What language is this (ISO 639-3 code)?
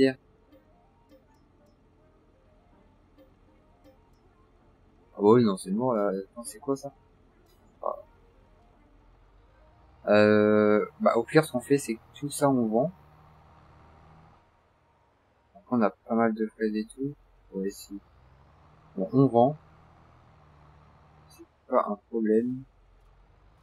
fra